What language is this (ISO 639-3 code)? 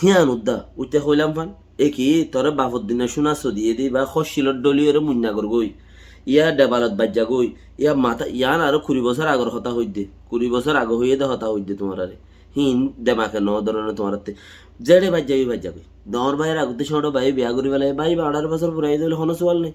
rhg